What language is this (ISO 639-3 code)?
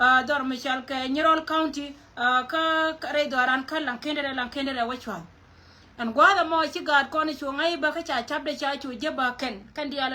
nus